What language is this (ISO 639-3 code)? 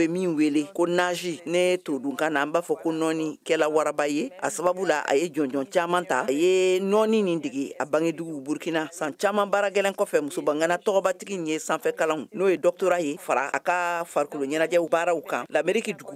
bam